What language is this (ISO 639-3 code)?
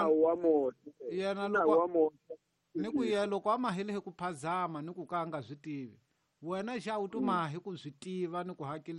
tso